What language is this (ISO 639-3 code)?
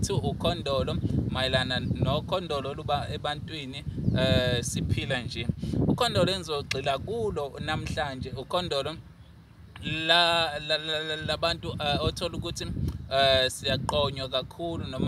zul